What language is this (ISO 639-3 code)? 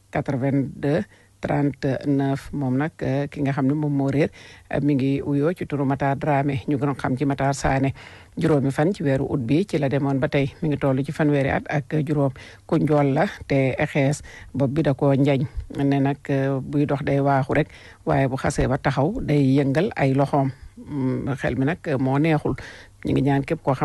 wol